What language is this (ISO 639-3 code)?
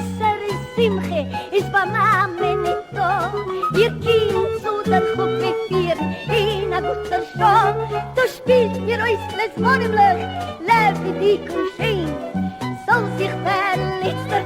yid